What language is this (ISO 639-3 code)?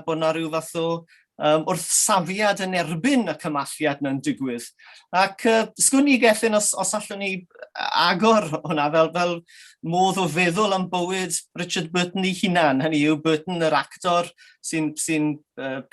cym